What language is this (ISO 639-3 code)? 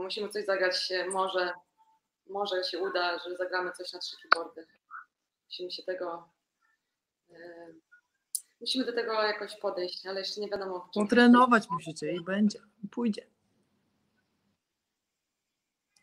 pol